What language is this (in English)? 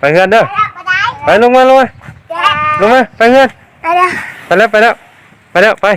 Hmong